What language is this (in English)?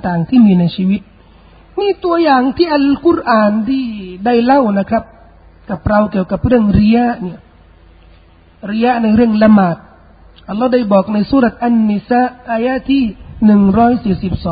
Thai